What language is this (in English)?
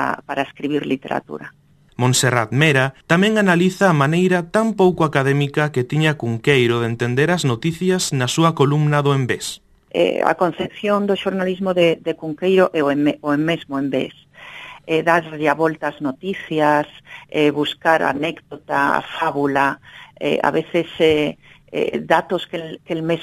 Galician